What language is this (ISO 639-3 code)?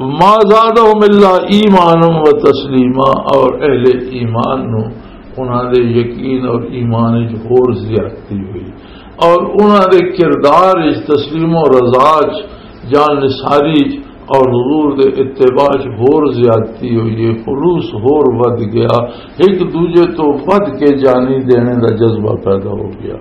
lah